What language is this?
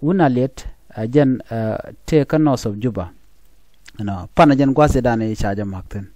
Nuer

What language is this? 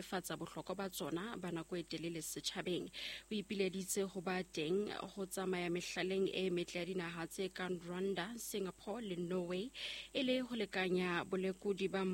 Southern Sotho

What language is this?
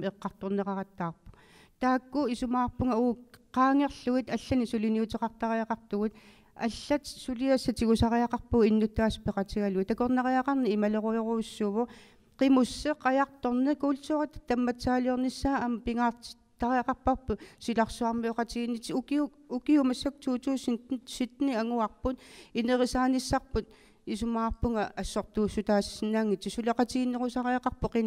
Kalaallisut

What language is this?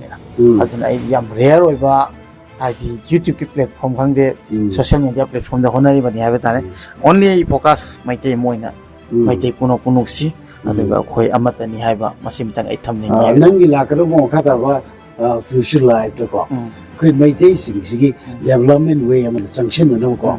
Manipuri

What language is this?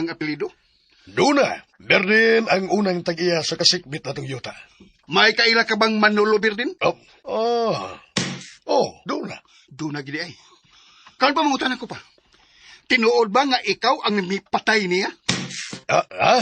Cebuano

